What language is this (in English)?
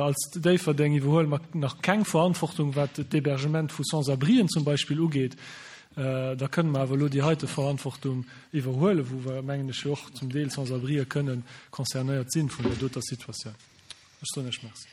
Luxembourgish